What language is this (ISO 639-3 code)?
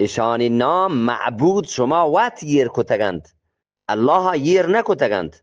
bgp